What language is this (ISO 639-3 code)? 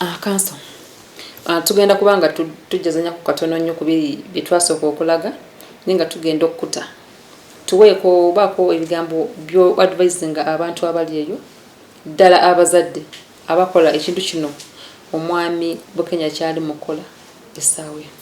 lug